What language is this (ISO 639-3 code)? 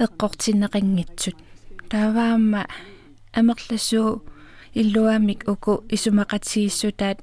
kal